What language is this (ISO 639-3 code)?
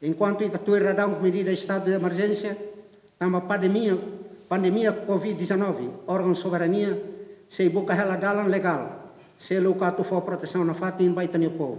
tet